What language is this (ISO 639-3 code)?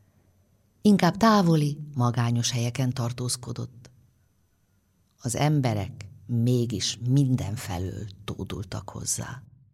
hun